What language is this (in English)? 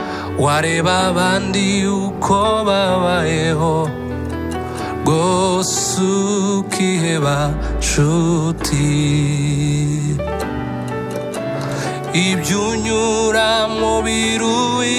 Kinyarwanda